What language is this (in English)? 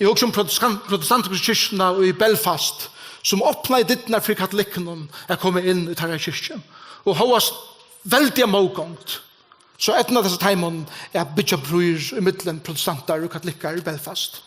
Faroese